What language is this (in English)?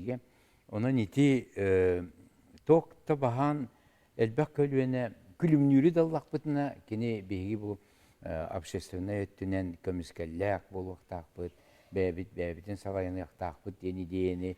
Yakut